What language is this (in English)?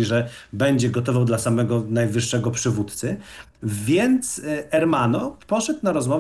Polish